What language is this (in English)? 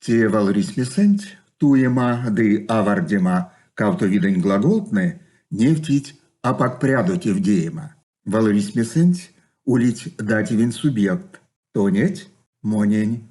Erzya